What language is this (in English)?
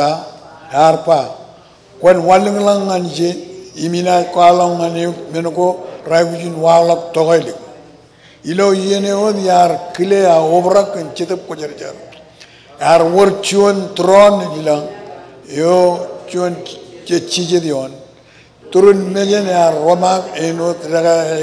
Marshallese